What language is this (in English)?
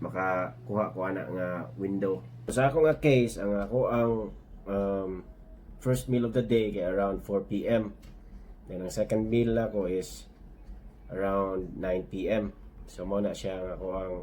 Cebuano